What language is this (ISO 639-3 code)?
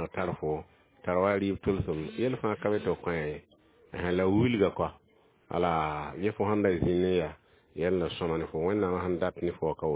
mos